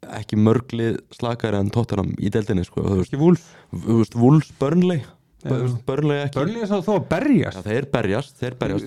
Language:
Icelandic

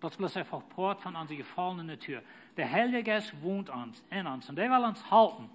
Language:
Plautdietsch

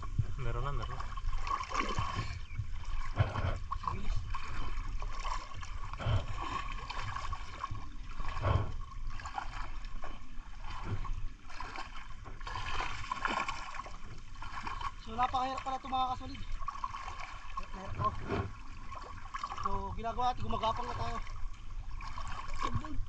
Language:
Filipino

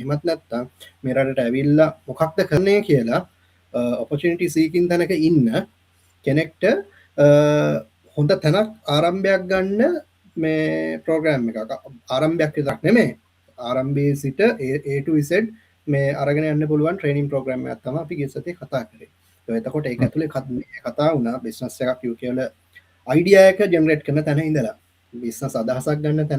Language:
Sinhala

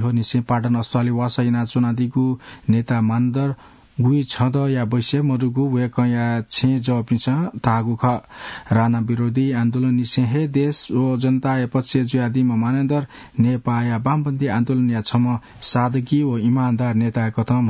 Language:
Newari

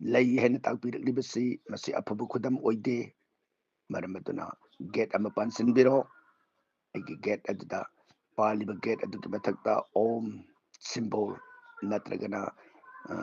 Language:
Manipuri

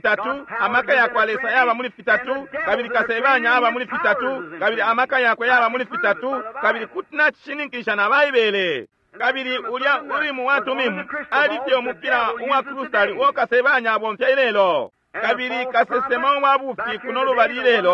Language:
Bemba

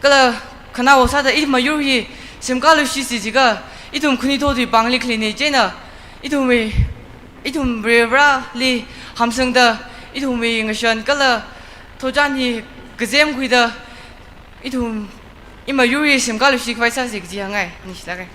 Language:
Tangkhul Naga (India)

